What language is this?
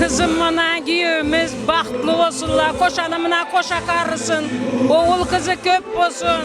Turkmen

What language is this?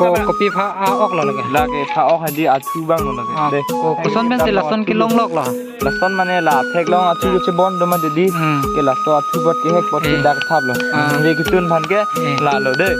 Karbi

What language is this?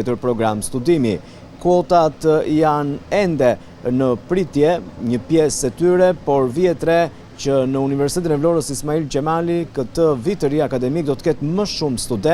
Albanian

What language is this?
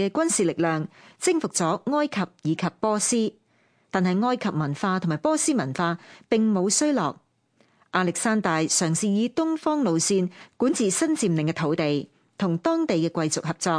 Cantonese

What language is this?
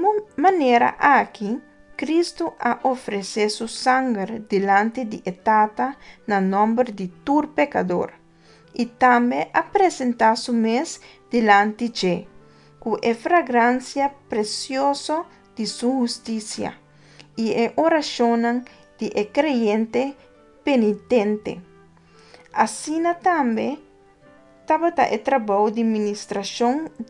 Papiamento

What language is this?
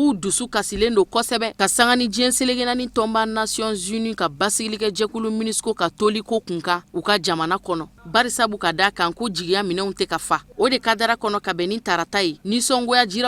Bambara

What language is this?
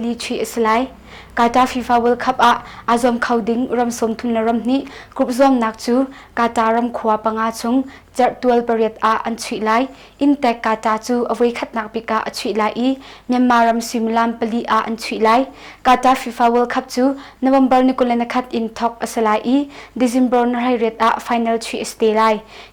Hakha Chin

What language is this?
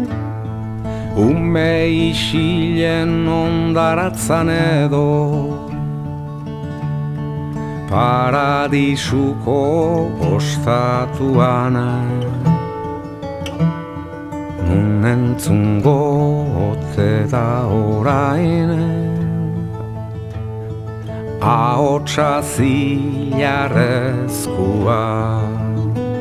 Basque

